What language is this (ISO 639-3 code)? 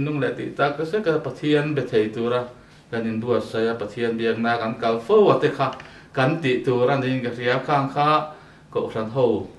lus